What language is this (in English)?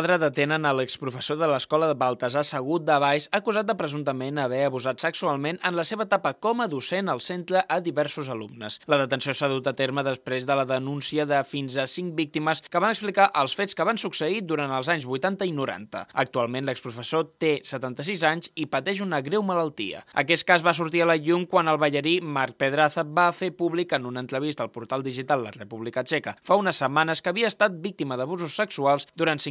Catalan